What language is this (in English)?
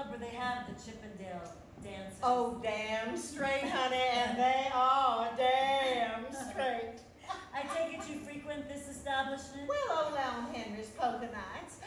English